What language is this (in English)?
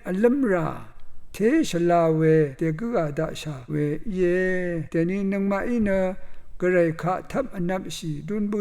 Rawang